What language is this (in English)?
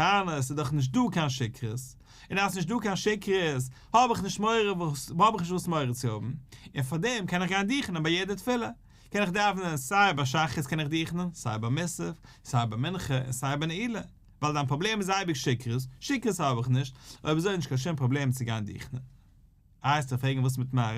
Yiddish